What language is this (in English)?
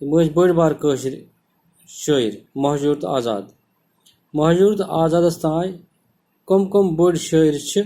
Kashmiri